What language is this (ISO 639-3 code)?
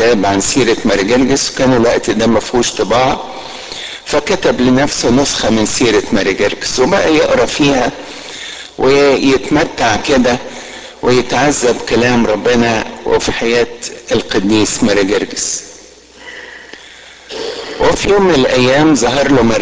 arz